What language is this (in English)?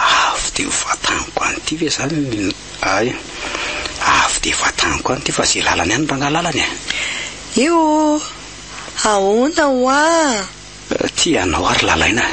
Malagasy